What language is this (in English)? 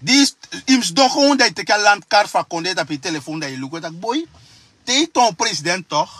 Sranan Tongo